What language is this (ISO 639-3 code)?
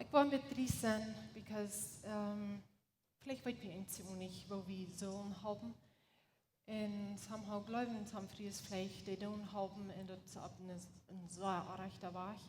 pdt